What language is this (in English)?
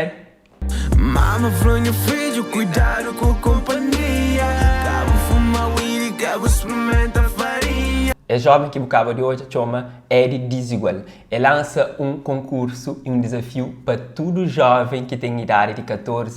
Kabuverdianu